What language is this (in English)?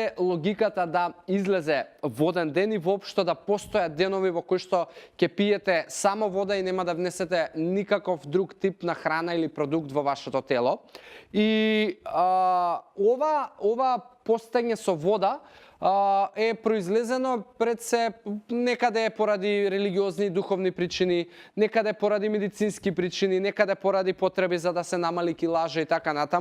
Macedonian